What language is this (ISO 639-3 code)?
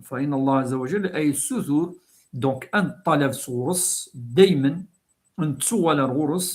kab